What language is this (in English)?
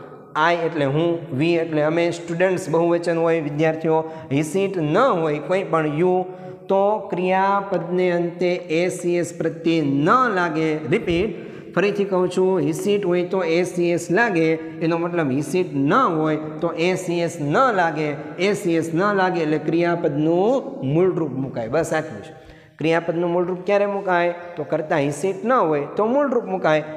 Gujarati